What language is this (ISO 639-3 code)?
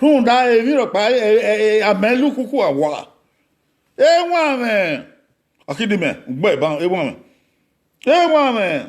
bin